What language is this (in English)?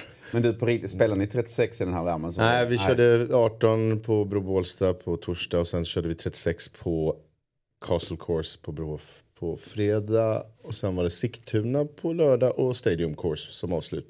Swedish